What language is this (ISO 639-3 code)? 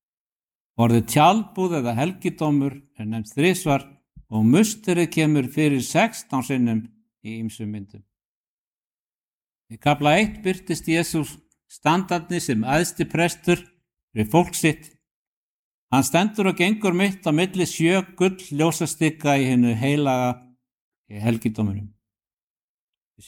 isl